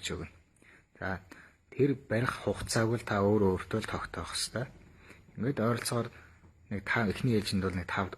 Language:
Mongolian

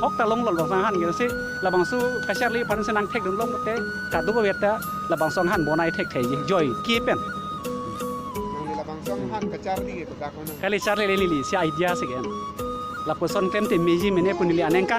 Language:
Karbi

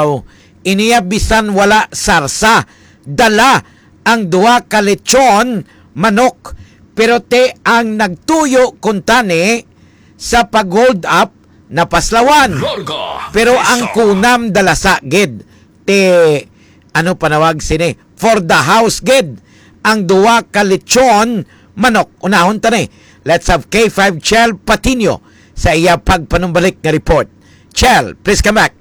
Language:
Hiligaynon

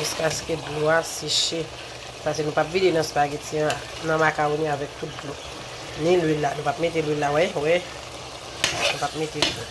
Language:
Haitian Creole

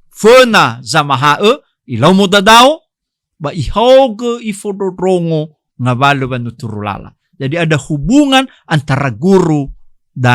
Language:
Nias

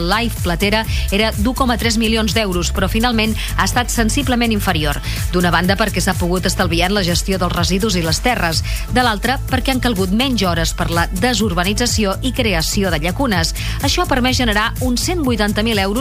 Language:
Catalan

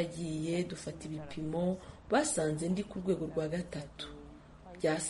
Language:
Kinyarwanda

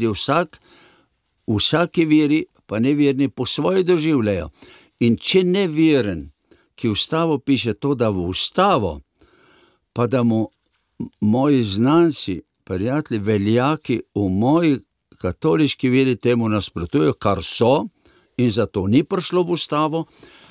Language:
Slovenian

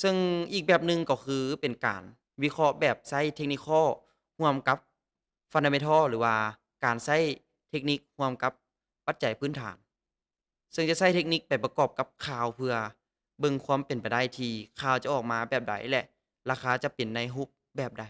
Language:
Lao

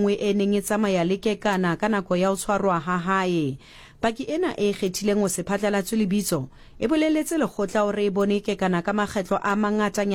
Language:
Southern Sotho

